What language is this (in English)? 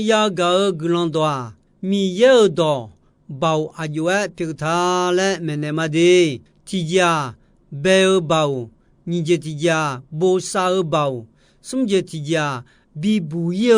Akha